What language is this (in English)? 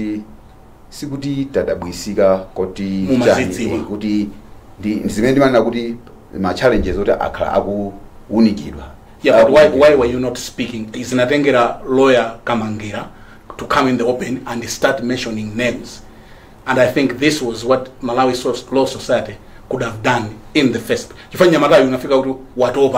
Nyanja